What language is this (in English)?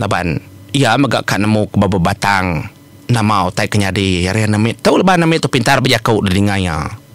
Iban